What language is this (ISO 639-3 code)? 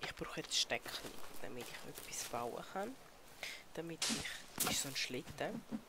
gsw